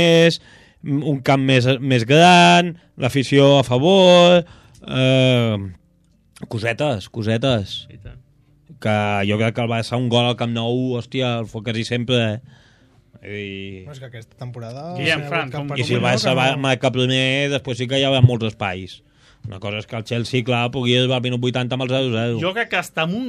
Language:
Catalan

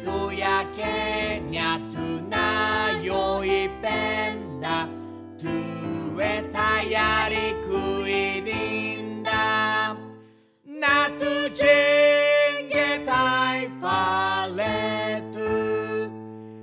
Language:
Swahili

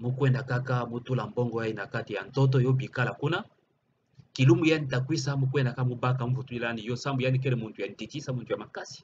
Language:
Kituba (Democratic Republic of Congo)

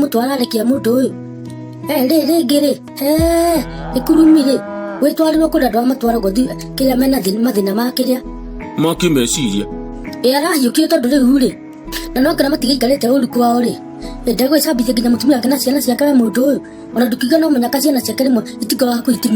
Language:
Kikuyu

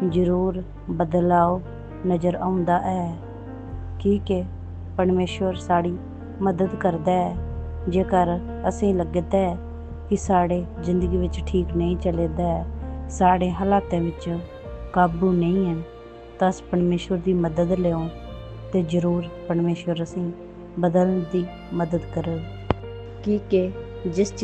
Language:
Dogri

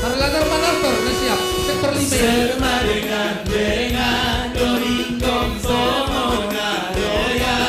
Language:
Batak Simalungun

